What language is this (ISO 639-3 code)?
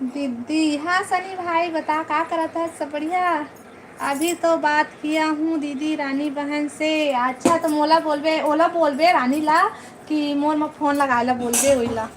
hne